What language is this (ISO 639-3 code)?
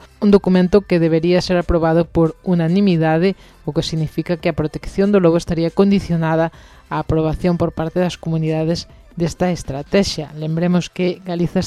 glg